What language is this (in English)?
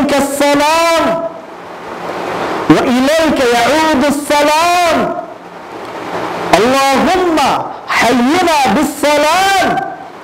Swahili